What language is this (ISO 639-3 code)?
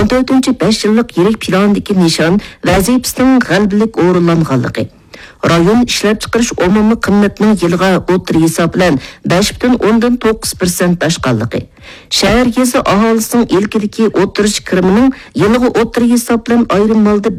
uig